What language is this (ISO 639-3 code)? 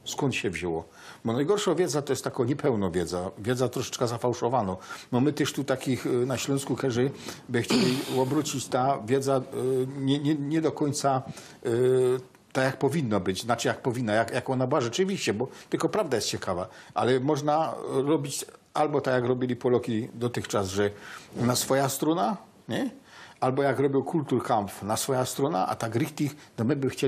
szl